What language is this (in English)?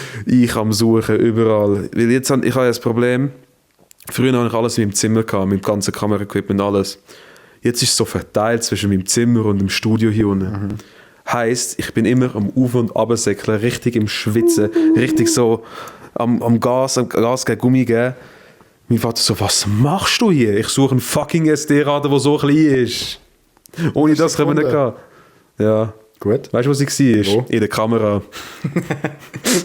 Swiss German